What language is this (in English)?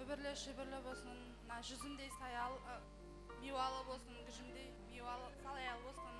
Kara-Kalpak